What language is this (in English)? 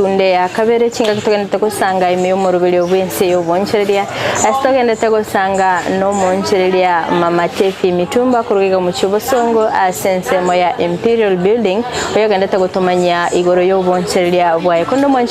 Gusii